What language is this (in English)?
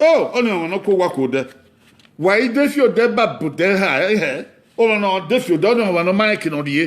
Bini